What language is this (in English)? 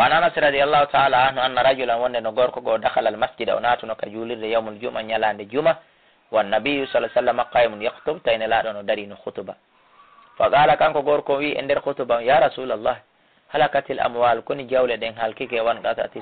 Fula